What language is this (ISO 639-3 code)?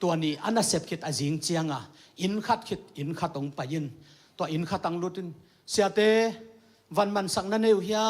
ctd